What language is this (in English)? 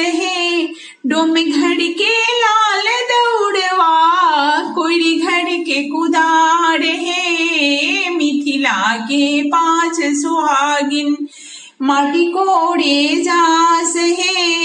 Bhojpuri